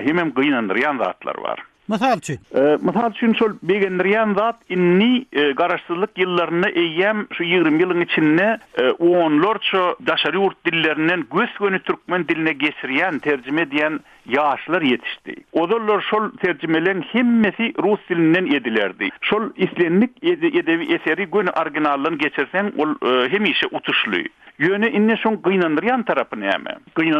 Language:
Turkmen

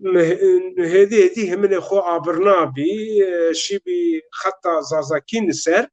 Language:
Zaza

